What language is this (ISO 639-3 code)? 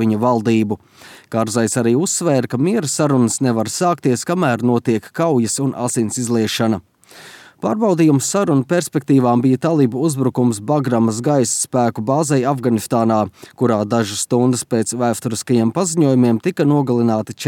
lav